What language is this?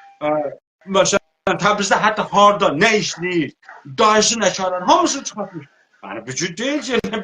South Azerbaijani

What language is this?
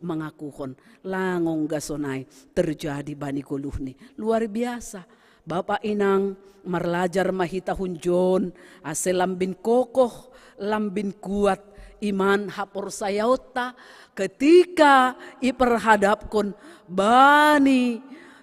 Batak Simalungun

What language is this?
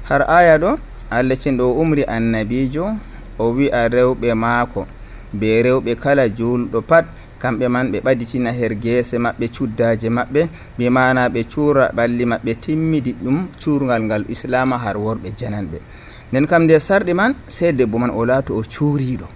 Nigerian Fulfulde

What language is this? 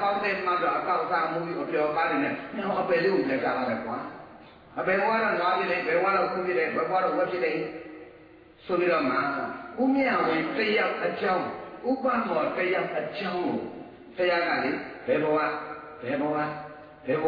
Burmese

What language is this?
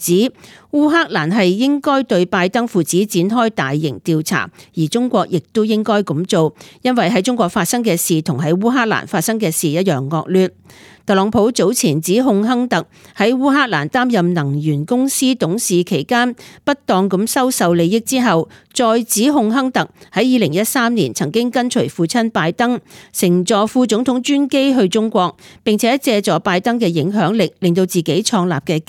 Cantonese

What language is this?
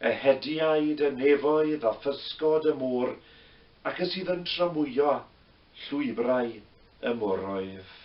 Welsh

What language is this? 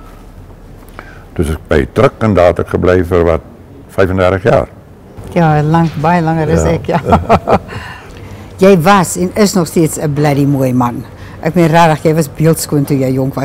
Afrikaans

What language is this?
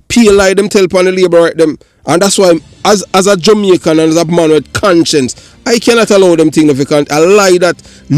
Jamaican Creole English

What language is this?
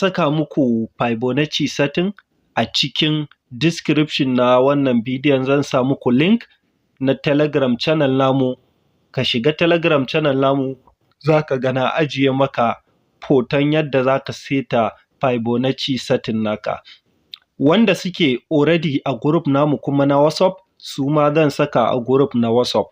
Hausa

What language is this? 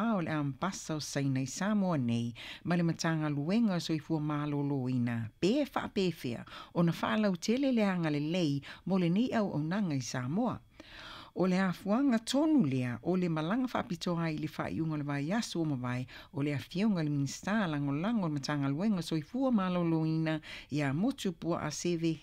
Samoan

